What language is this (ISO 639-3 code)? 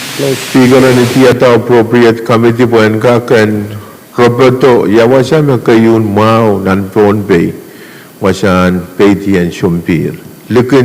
pon